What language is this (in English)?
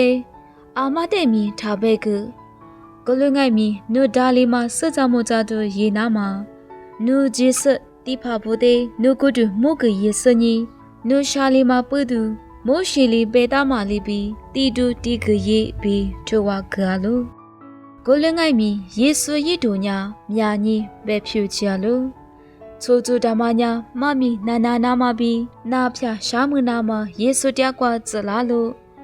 Lisu